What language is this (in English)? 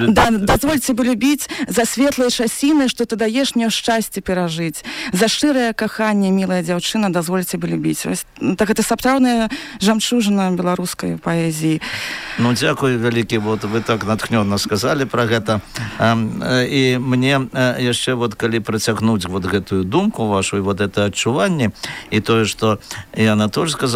Belarusian